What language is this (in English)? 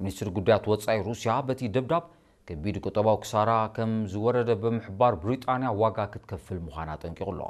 Tigrinya